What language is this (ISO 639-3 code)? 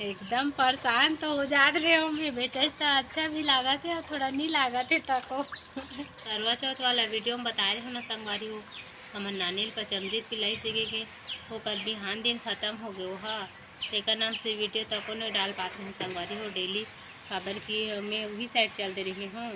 hne